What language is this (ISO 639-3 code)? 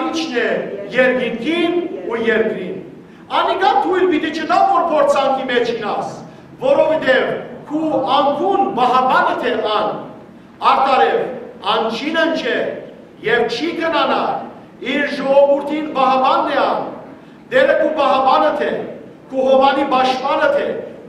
hyw